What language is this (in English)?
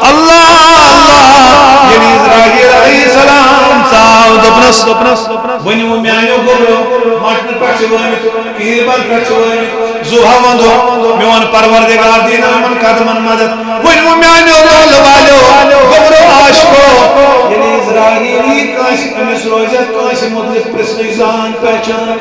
Kashmiri